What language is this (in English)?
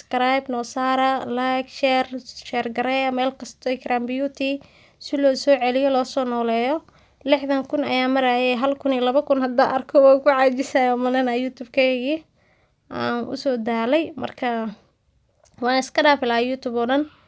Somali